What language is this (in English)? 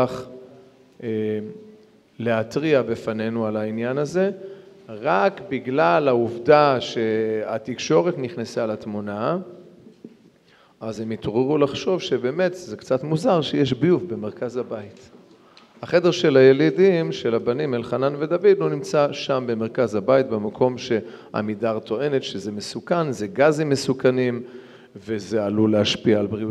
Hebrew